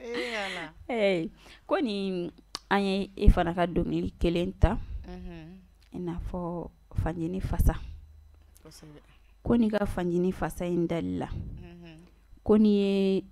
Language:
Bambara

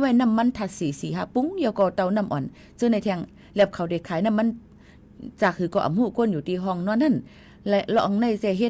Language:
Shan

